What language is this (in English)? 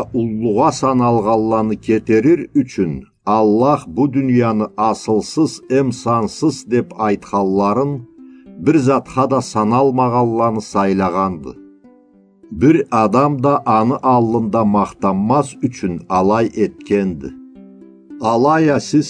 Karachay-Balkar